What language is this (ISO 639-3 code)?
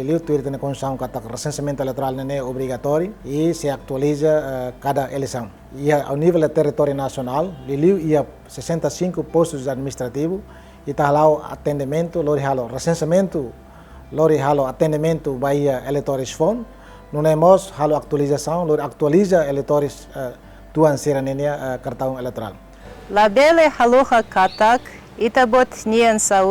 tet